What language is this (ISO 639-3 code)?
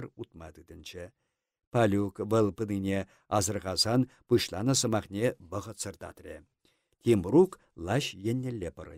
chv